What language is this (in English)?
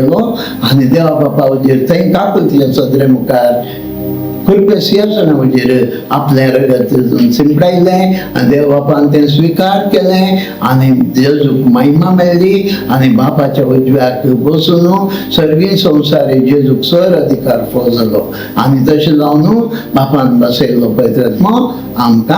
Konkani